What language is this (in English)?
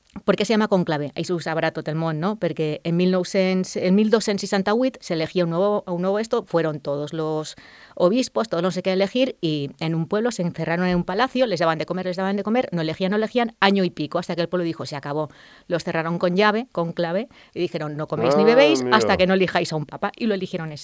Catalan